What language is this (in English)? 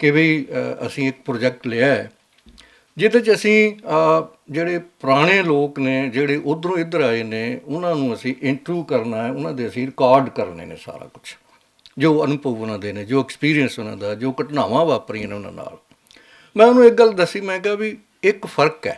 Western Panjabi